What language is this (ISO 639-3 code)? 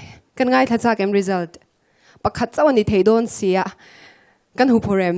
lus